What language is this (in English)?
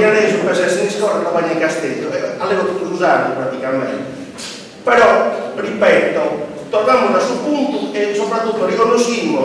Sardinian